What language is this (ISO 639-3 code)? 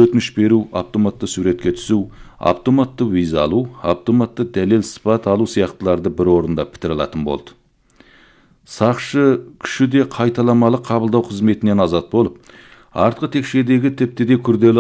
kaz